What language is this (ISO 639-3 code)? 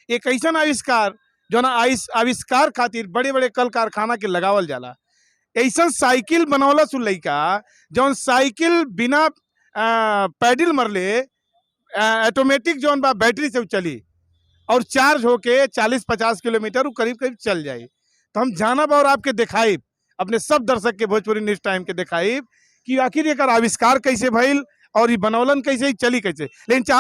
bho